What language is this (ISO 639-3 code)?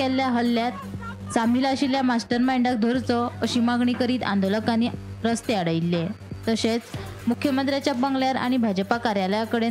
kok